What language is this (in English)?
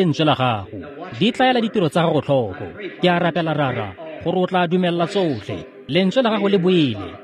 Tswana